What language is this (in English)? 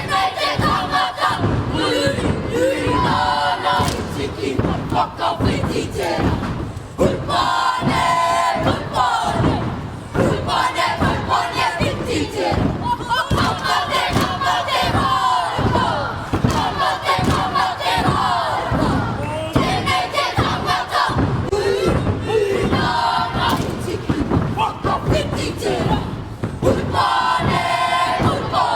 Māori